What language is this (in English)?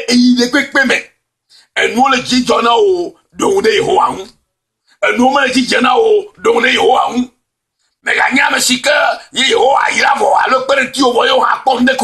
Ewe